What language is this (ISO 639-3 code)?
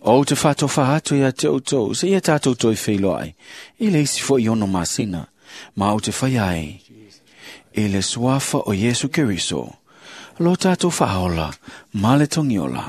smo